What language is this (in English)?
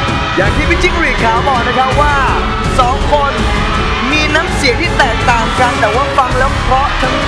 Thai